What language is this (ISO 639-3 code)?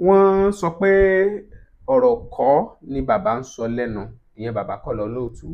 yor